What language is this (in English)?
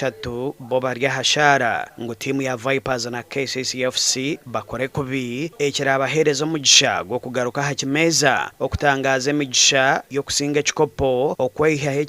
Nyankole